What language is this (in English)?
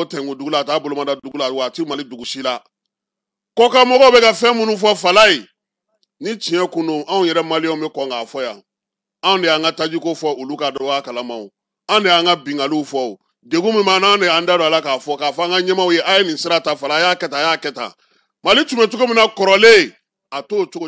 Bambara